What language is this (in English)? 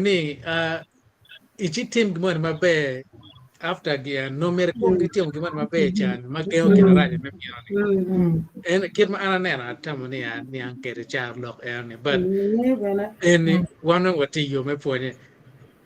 Acoli